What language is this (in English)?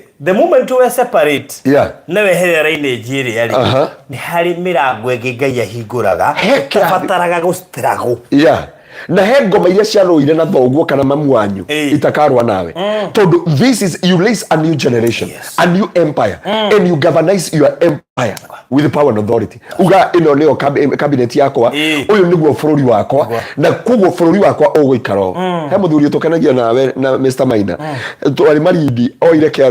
Kikuyu